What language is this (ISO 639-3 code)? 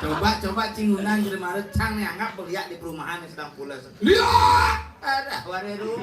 ban